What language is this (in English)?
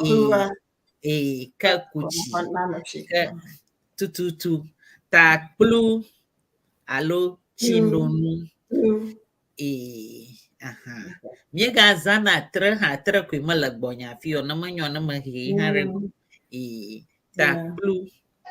Ewe